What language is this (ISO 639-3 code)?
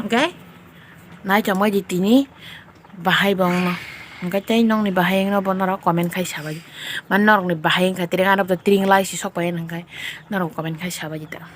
trp